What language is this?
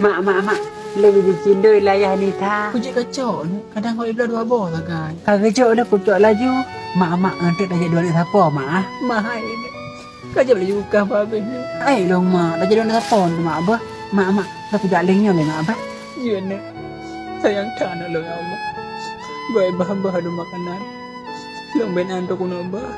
Achinese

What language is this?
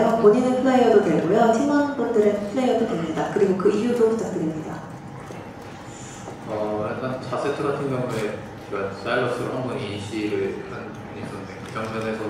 Korean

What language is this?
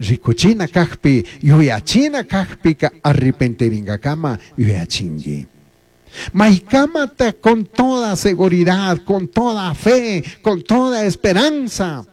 Chimborazo Highland Quichua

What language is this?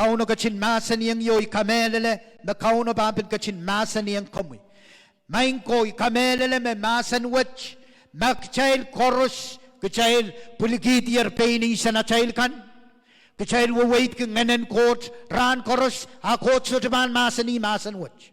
Pohnpeian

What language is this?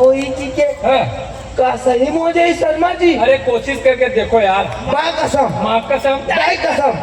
Chhattisgarhi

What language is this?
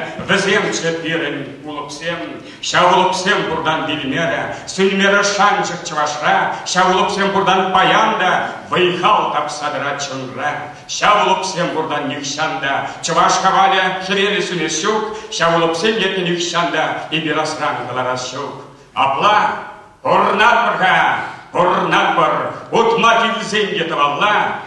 Chuvash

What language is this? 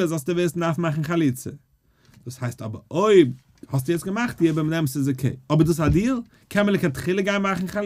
Yiddish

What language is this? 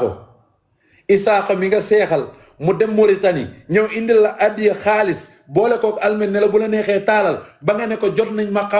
Wolof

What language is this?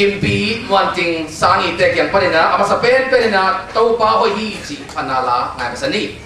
Tedim Chin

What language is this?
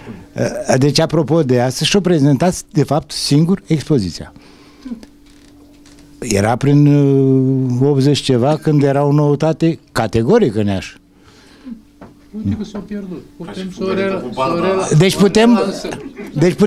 Romanian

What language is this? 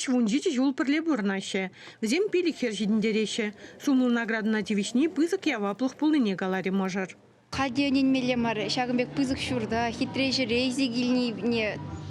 Chuvash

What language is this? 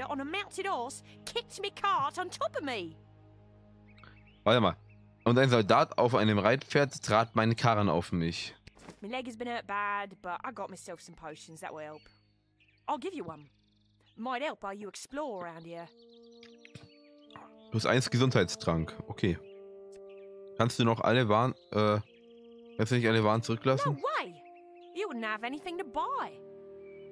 German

